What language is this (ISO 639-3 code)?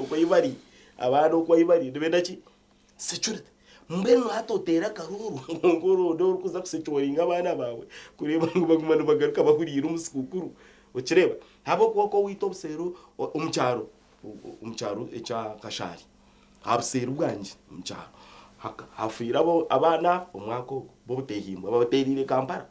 nyn